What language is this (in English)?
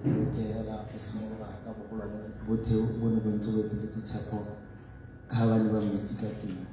Tswana